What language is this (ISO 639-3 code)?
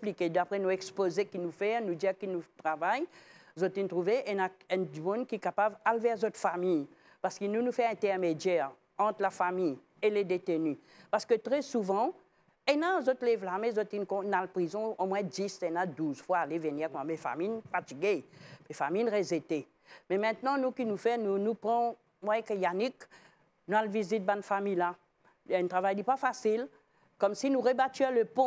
mfe